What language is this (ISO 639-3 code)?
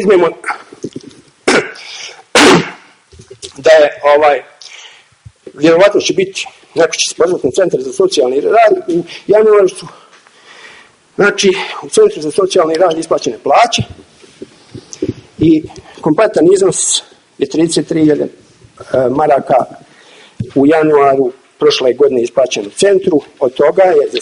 bos